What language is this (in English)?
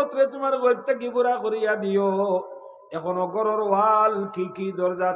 Sylheti